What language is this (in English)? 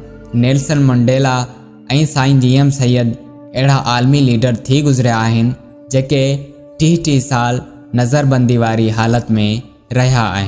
Sindhi